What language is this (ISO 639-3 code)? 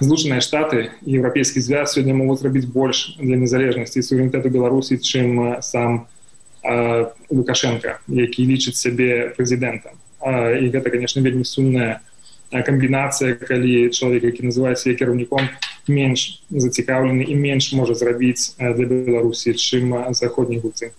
bel